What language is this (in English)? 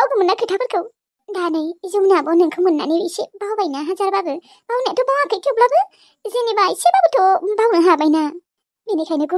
Bodo